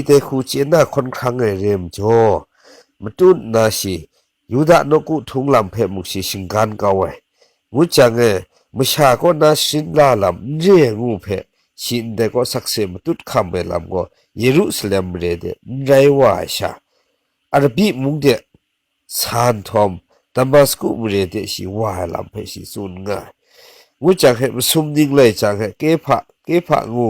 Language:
Kachin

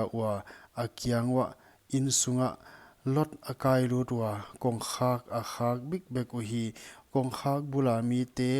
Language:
Paite Chin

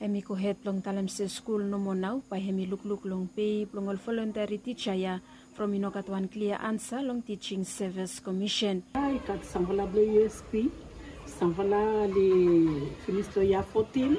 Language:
Bislama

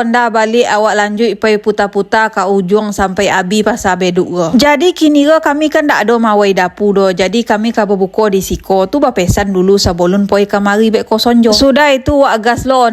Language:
Minangkabau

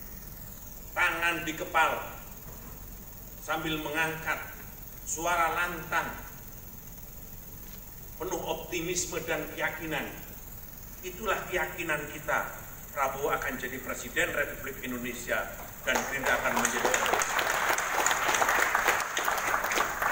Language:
Indonesian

